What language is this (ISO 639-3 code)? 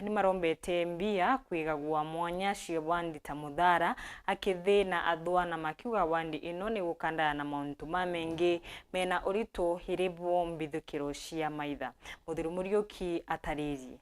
mer